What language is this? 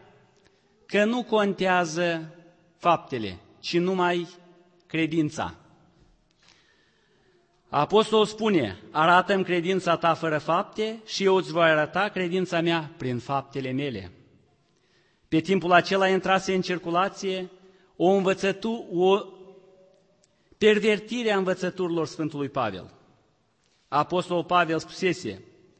Romanian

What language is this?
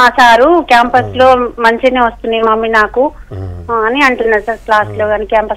Telugu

